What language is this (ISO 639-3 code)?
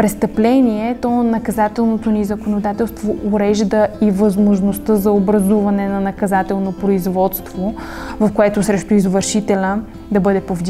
bul